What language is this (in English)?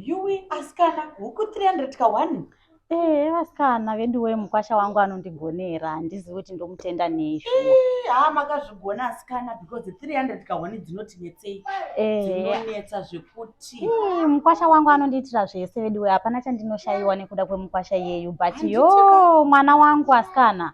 Shona